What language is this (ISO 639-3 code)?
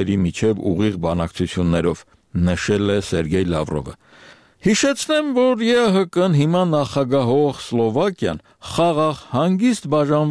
hye